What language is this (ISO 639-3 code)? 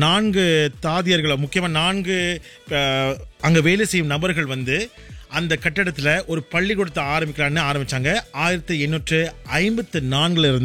tam